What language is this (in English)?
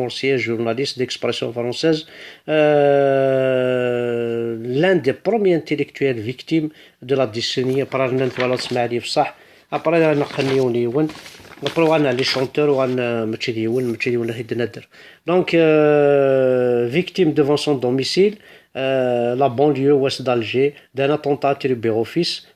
Kabyle